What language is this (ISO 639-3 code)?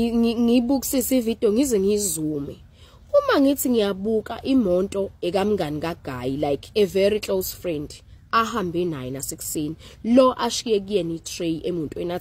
zul